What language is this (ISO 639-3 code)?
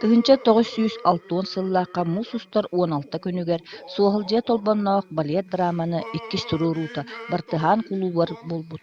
sah